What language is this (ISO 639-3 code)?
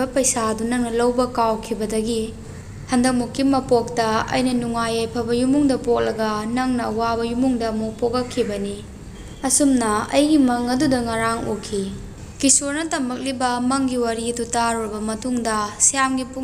mni